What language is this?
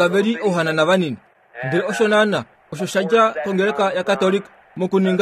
Kuanyama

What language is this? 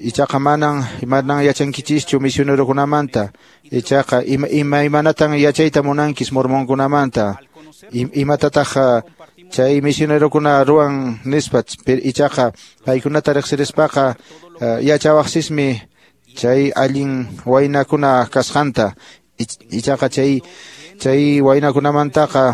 Quechua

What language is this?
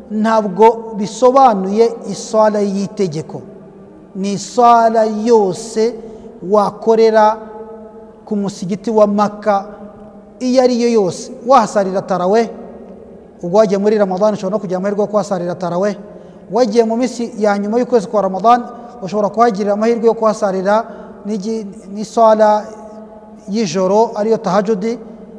Kinyarwanda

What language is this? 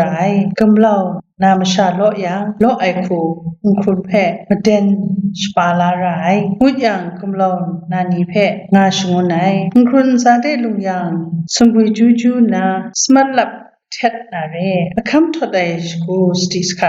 Kachin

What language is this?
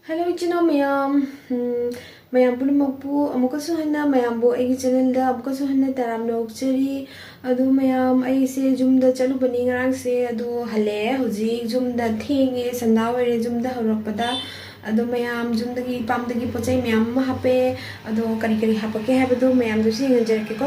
Manipuri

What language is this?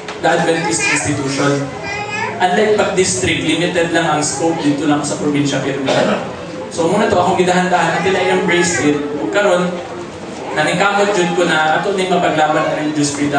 Cebuano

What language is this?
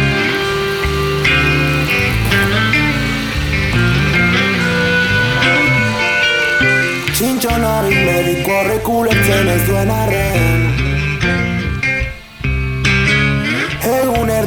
Basque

